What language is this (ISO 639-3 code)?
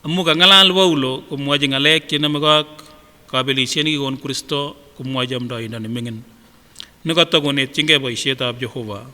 sgc